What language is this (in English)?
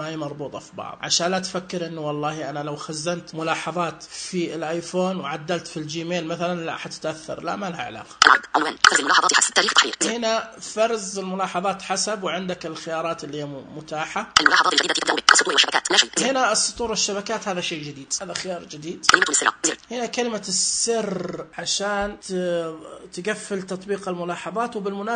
Najdi Arabic